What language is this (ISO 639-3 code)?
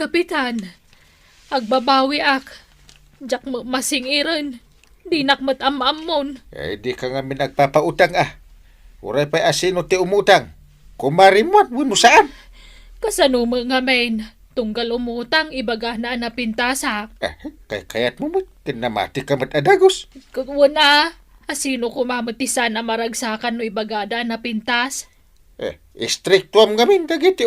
ilo